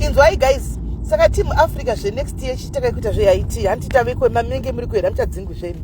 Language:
Shona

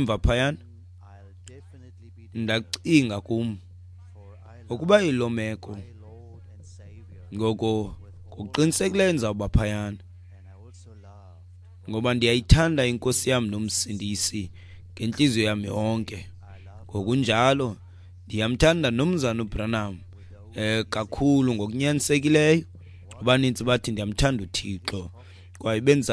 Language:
Xhosa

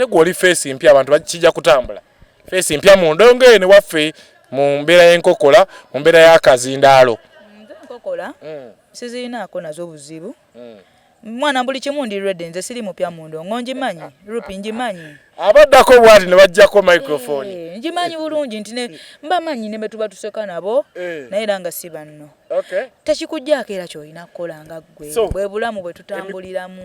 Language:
Ganda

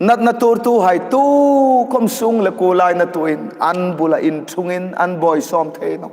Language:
Hmar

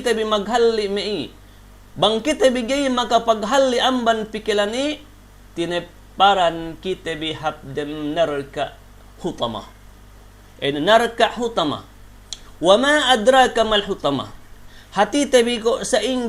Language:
Yakan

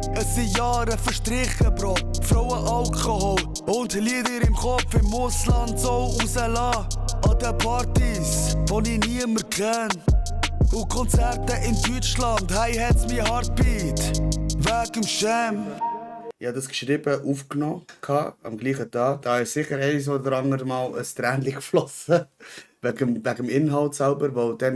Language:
Swiss German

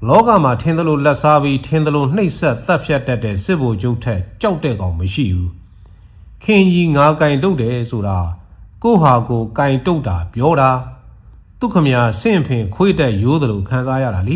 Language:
Burmese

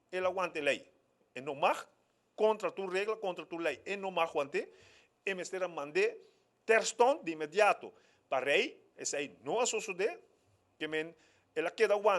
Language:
Papiamento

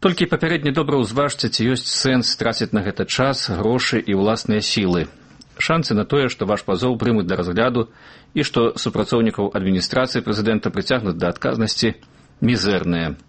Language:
Belarusian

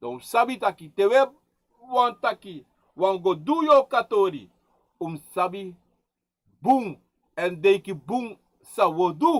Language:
Sranan Tongo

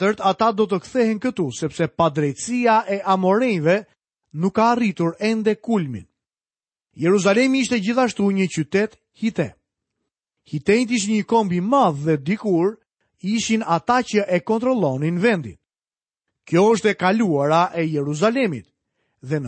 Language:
Albanian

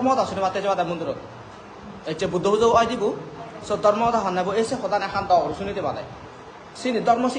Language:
Chakma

